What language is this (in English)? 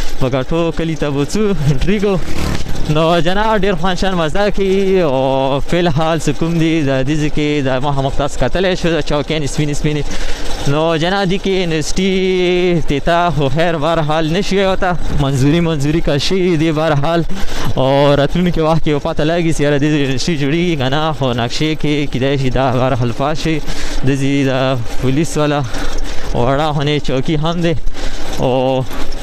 Pashto